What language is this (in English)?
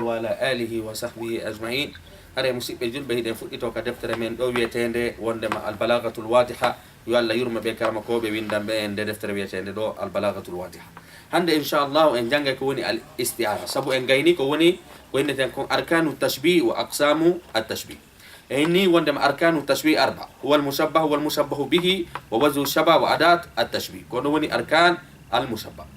Fula